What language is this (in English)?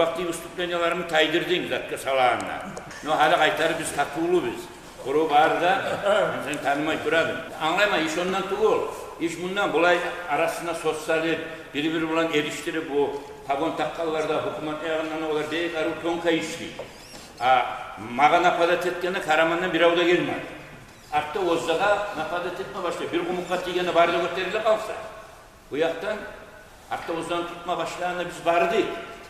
Kumyk